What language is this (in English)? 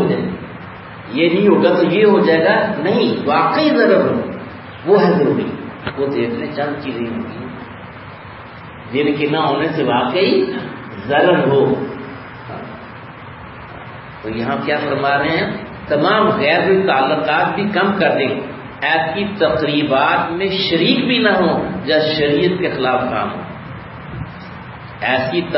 Urdu